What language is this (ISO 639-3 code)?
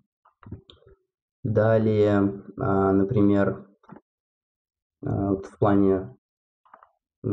rus